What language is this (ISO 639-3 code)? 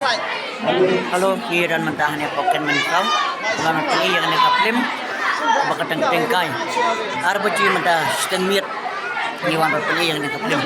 kha